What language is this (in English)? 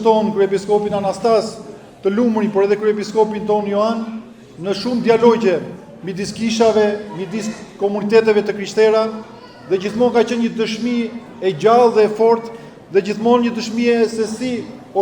Albanian